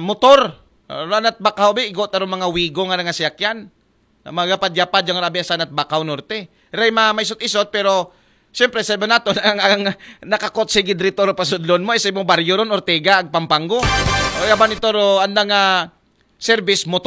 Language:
Aklanon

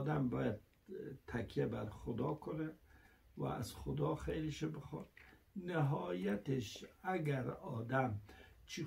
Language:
Persian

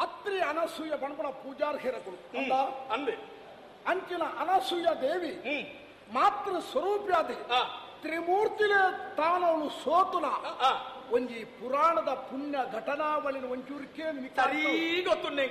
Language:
Tulu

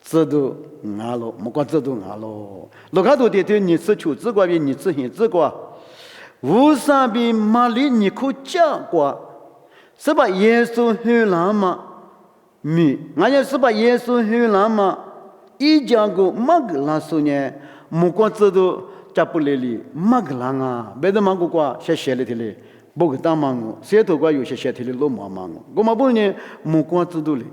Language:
Lisu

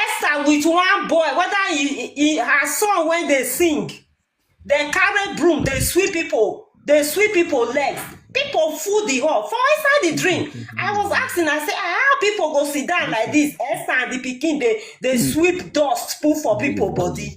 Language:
Nigerian Pidgin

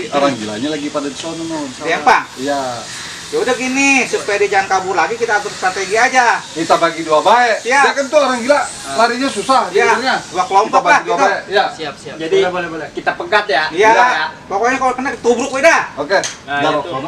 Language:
Betawi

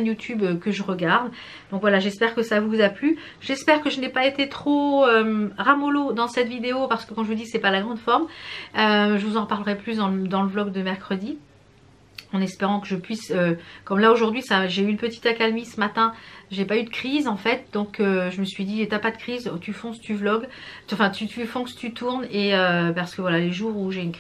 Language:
French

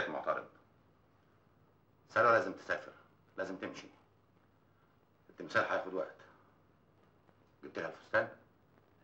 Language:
Egyptian Arabic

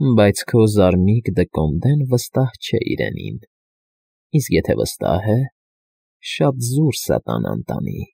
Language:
Armenian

